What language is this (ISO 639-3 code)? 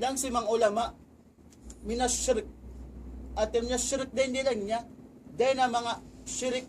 tsg